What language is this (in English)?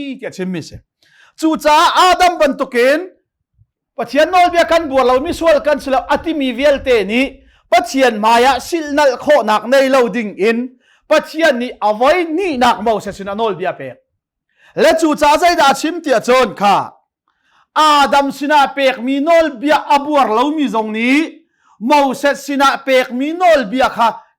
Hakha Chin